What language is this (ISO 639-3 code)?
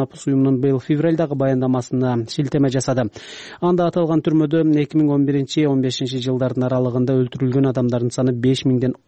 kir